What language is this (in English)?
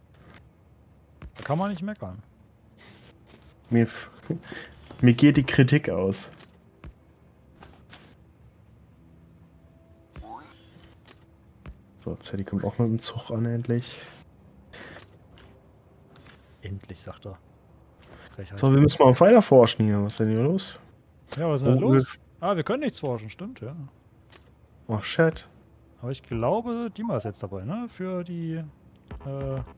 German